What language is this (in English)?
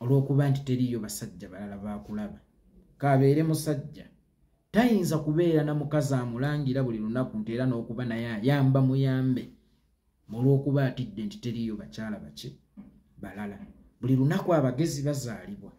Ganda